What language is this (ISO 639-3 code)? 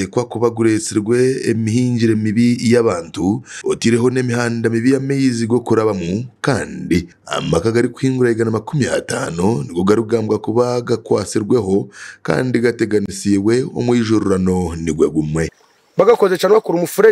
nyn